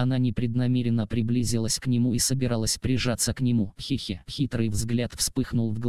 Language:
Russian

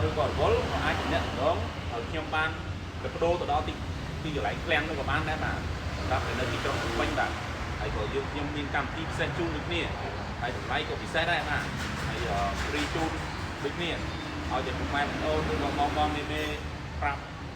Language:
Khmer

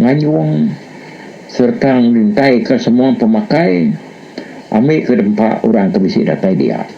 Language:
Iban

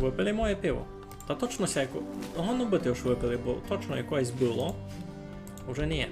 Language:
Rusyn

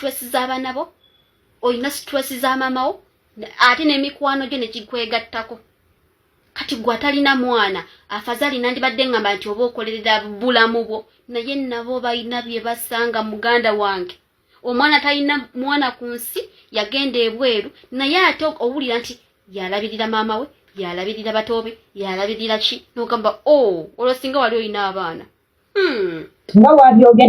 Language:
Ganda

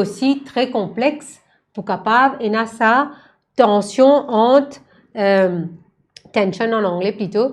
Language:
Morisyen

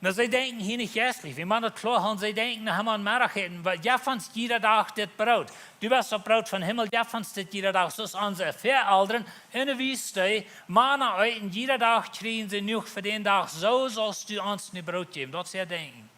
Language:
Plautdietsch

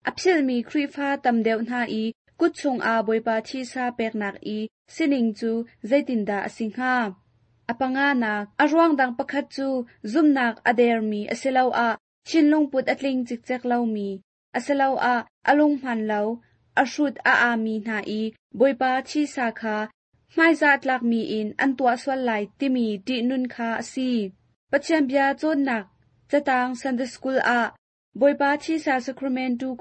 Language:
Hakha Chin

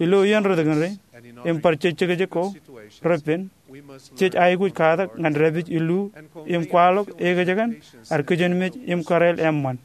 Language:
Marshallese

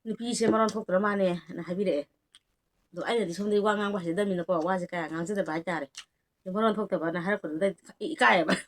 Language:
Manipuri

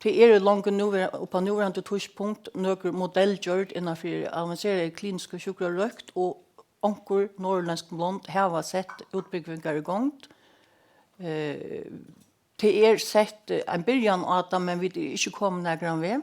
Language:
Faroese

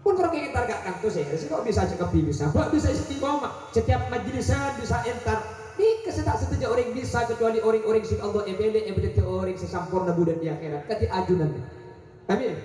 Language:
Madurese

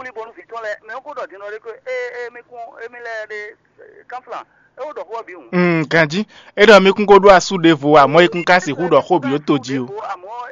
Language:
Fon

